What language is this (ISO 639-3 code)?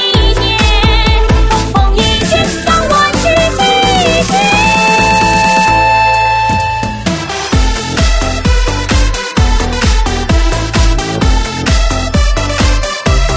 zho